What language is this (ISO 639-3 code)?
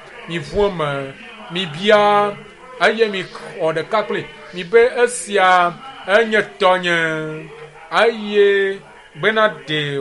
ewe